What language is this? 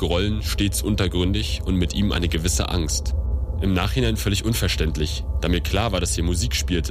German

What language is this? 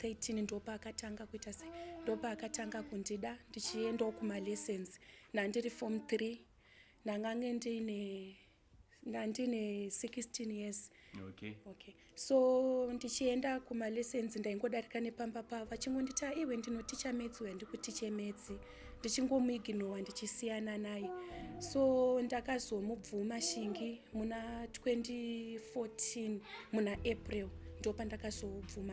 Shona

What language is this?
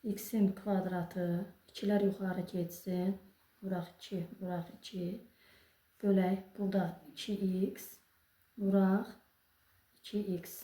Azerbaijani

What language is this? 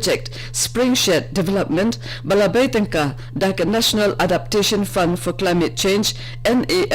Khasi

